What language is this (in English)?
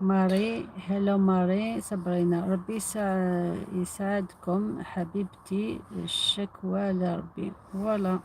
Algerian Arabic